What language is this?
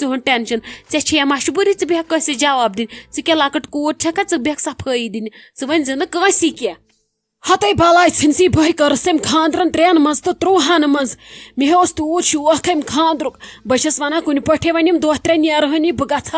Kashmiri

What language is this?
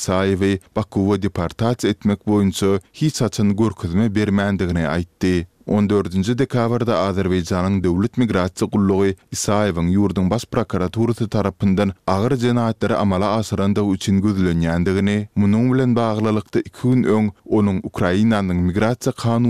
Turkmen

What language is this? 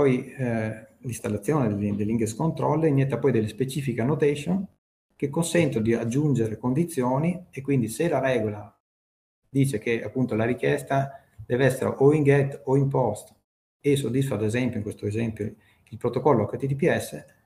Italian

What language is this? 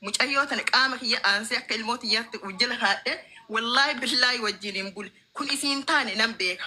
Oromo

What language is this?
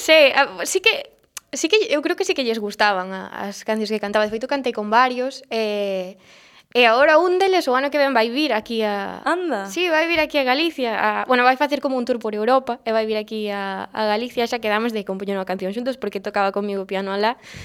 Galician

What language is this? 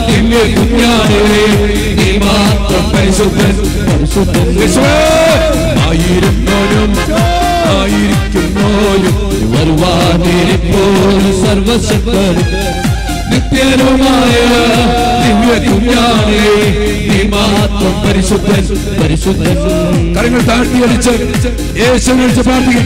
Malayalam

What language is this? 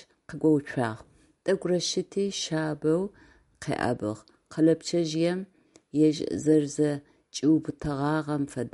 Adyghe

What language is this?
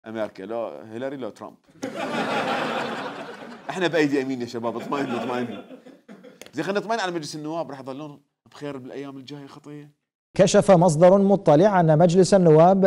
Mesopotamian Arabic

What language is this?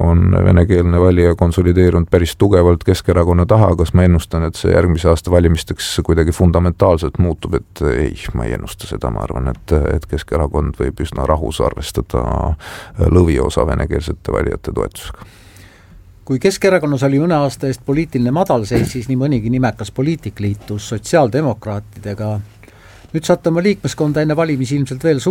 Estonian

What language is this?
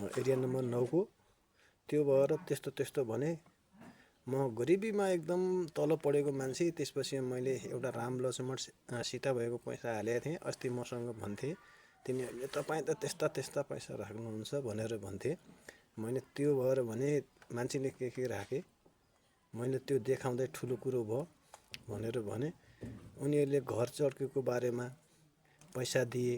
Nepali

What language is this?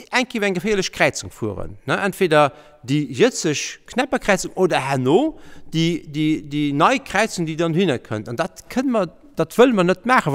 Luxembourgish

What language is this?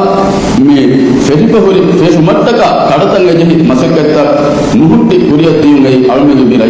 Divehi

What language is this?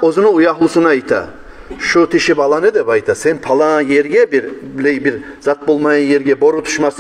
Kumyk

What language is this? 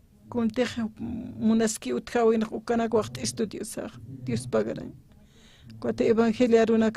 Aymara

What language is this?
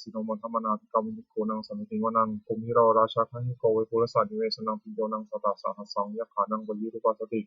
Pali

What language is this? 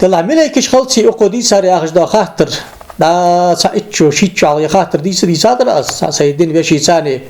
Ingush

